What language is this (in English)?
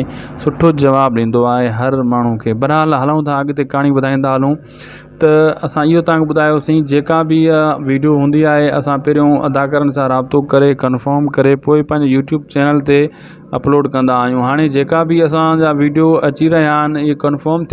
Sindhi